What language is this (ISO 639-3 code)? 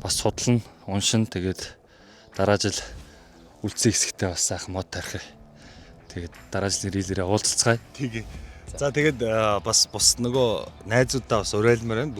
mon